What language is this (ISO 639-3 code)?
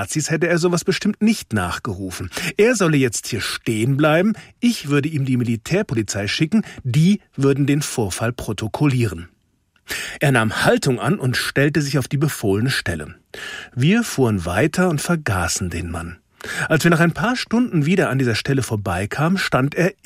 deu